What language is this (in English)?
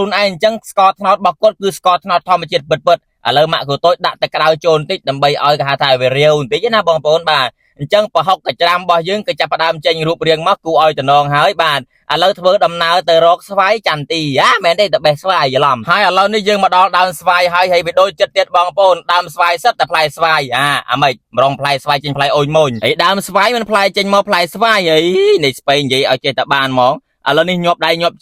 Khmer